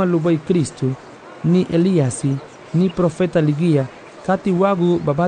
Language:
Garifuna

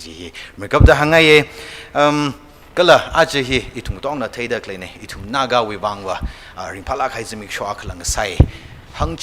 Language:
Tangkhul Naga (India)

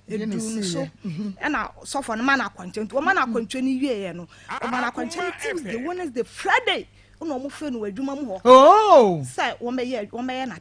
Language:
Akan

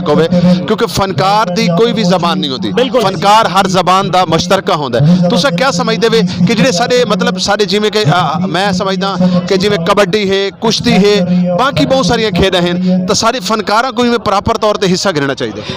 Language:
Saraiki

